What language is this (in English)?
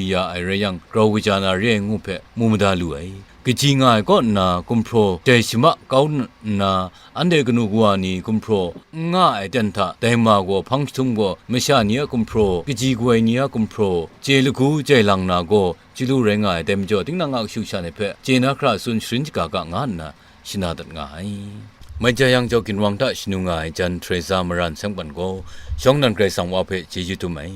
Kachin